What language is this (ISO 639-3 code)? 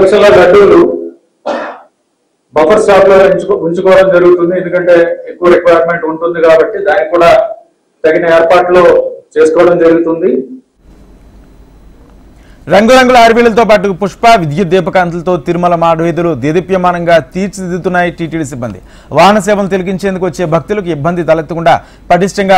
tel